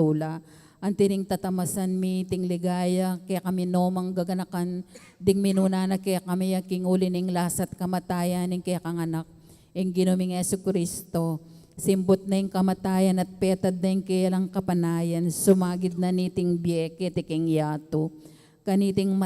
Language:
Pampanga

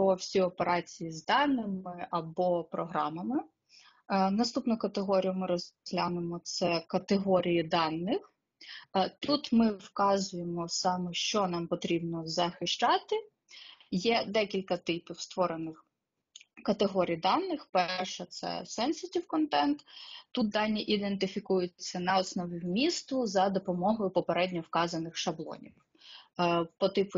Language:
Ukrainian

